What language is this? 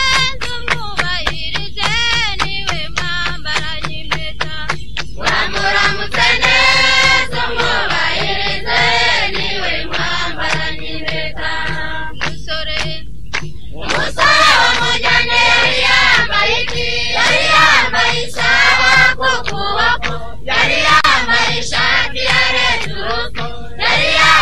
Kinyarwanda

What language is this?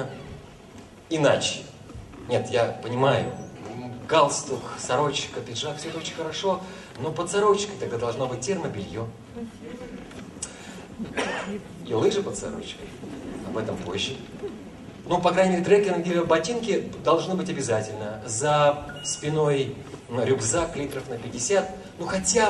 Russian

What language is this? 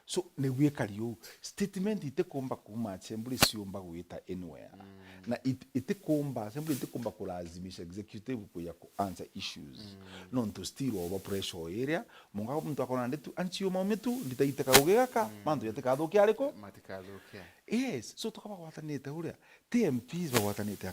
Meru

